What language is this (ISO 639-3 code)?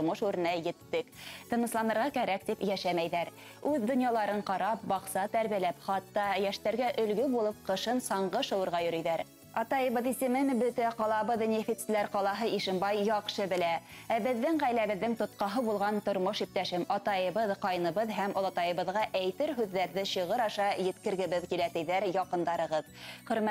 bak